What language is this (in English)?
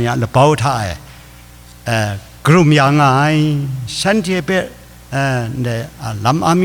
Kachin